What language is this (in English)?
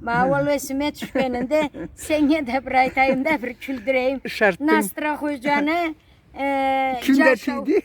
Karachay-Balkar